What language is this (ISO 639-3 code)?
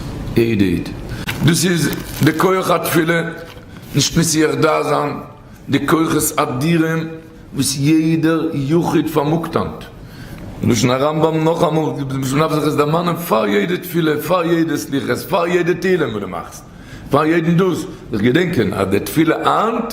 yid